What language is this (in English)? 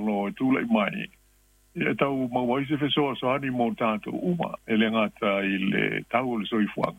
Samoan